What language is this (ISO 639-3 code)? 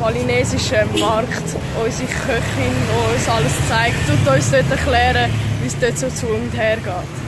gsw